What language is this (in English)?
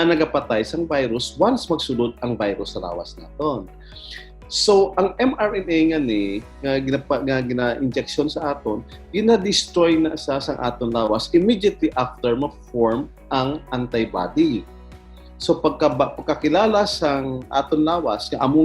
Hiligaynon